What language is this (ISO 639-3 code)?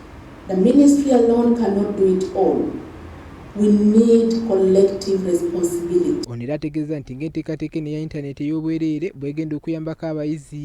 lug